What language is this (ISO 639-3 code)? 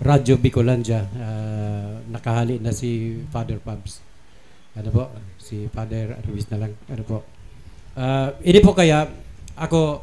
bik